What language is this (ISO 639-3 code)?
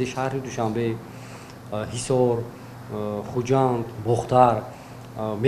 tgk